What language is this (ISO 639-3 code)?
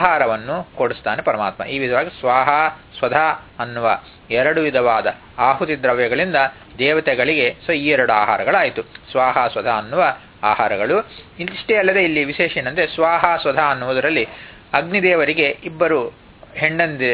kan